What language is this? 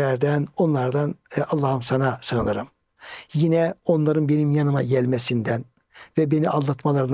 Turkish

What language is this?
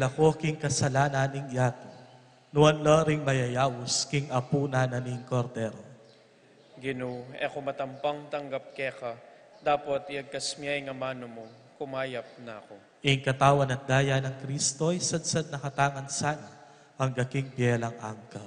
Pampanga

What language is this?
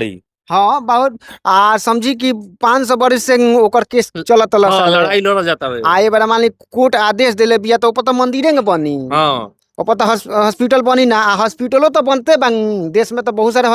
Bhojpuri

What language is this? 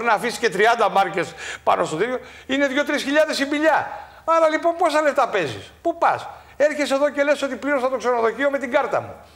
Greek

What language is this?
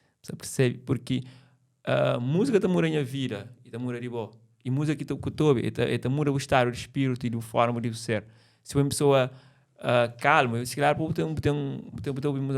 Kabuverdianu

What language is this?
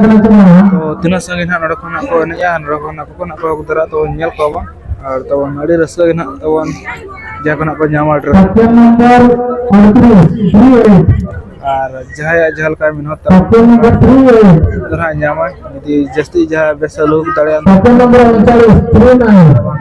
Santali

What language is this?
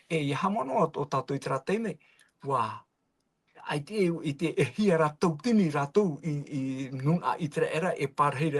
Tahitian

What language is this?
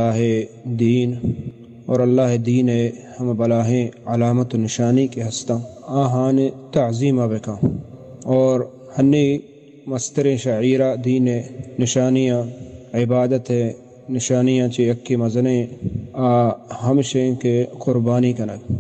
Baluchi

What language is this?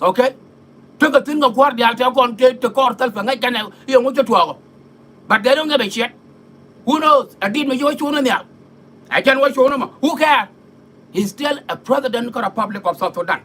Nuer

